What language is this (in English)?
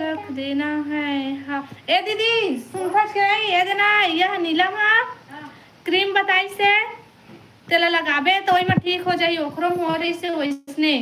Chhattisgarhi